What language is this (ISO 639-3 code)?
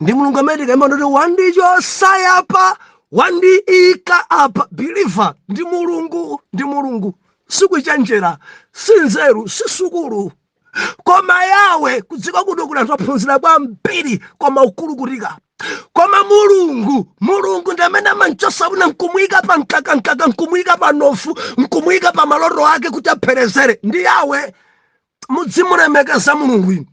nya